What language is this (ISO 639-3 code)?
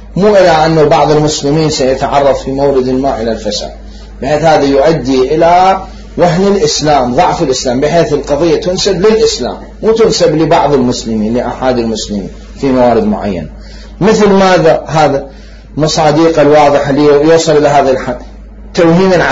acm